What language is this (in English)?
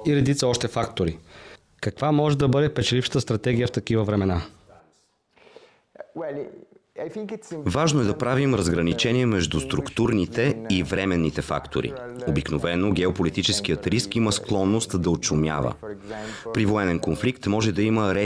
Bulgarian